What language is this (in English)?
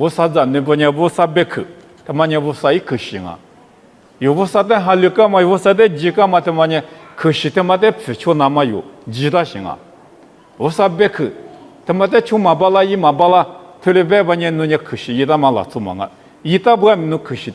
Lisu